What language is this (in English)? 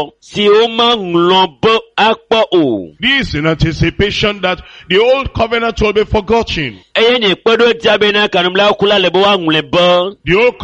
Ewe